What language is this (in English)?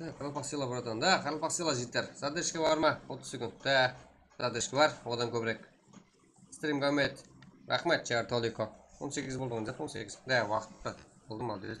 Kara-Kalpak